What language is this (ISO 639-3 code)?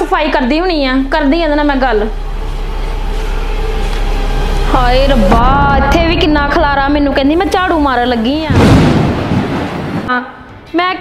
pan